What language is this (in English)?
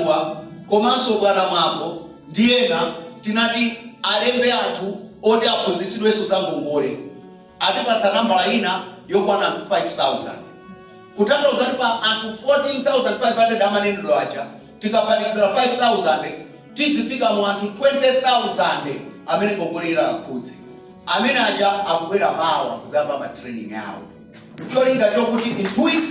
Nyanja